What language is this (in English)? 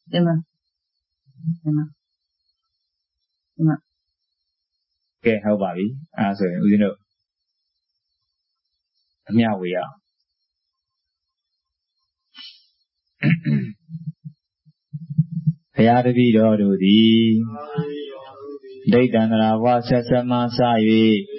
Burmese